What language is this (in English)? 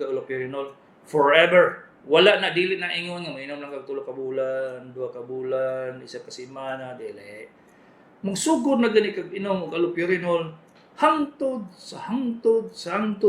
Cebuano